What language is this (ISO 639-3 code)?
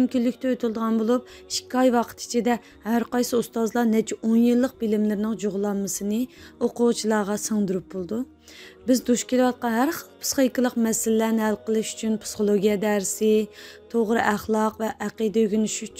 uig